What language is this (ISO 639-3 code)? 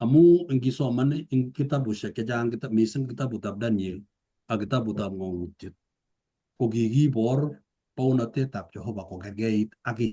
kln